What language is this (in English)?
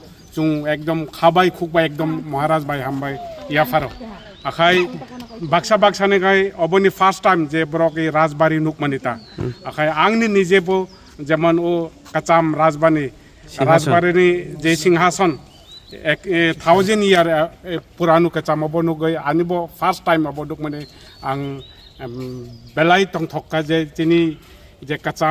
Kok Borok